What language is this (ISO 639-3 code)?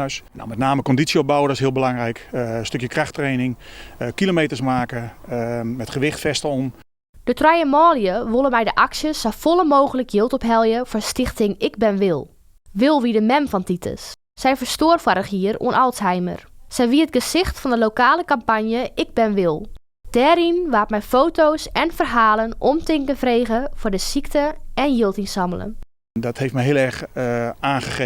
fry